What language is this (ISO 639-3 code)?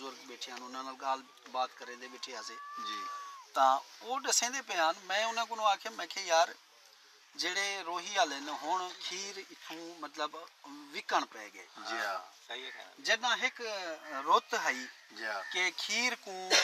skr